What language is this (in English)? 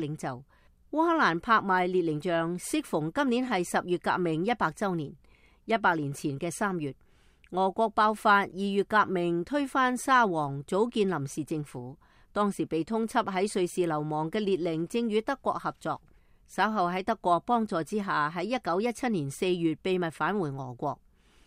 Cantonese